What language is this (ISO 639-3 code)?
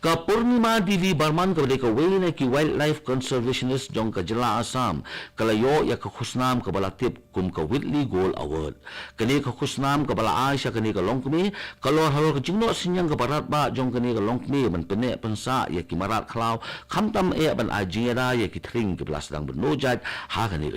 kha